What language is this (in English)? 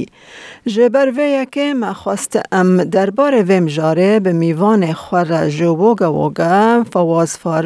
Kurdish